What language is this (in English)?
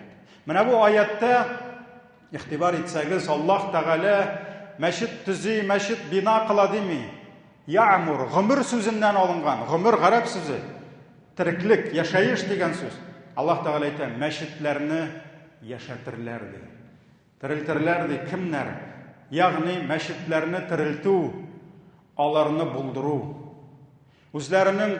Tatar